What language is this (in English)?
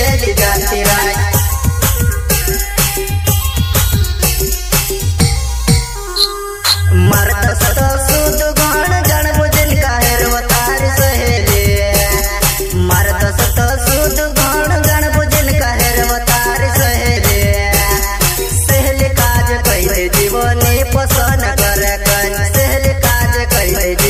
Bhojpuri